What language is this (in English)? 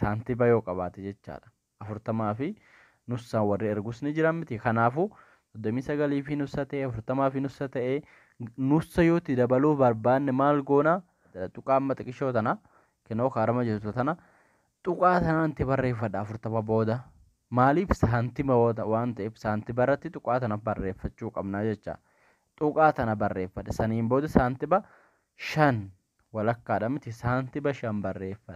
Oromo